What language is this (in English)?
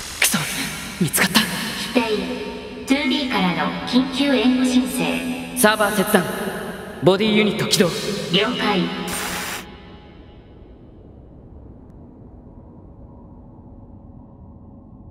Japanese